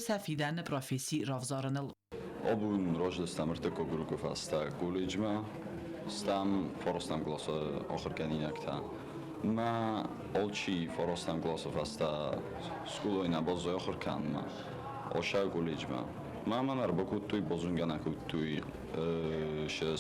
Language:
Ossetic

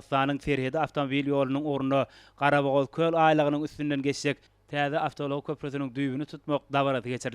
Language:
Turkmen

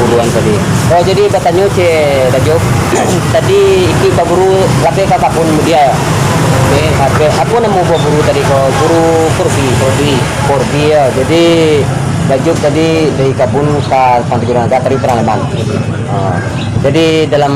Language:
Minangkabau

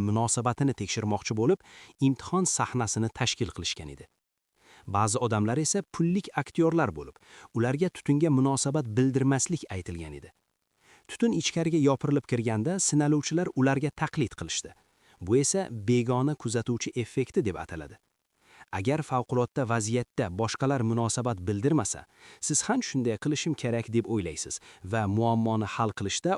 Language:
Uzbek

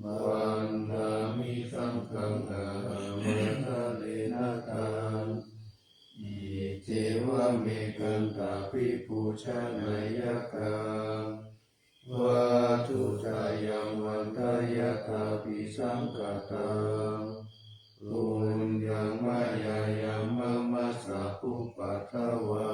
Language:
Pali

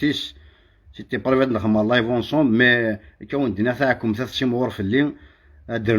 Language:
Kabyle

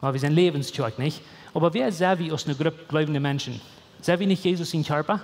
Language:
Plautdietsch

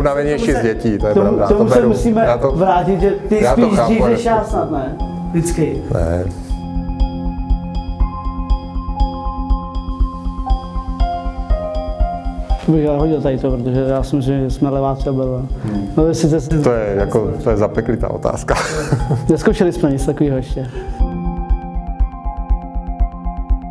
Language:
Czech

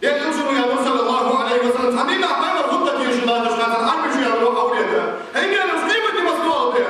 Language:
Ingush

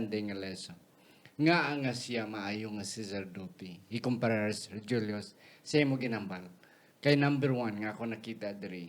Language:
Hiligaynon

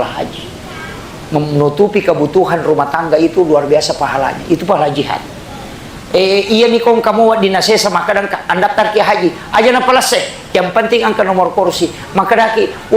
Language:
Buginese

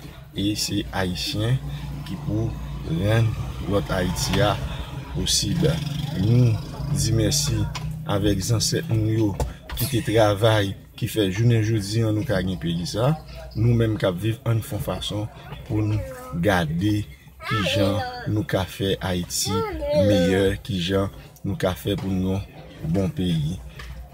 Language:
Haitian Creole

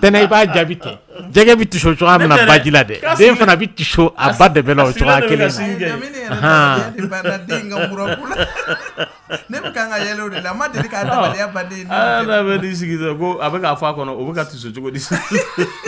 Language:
Dyula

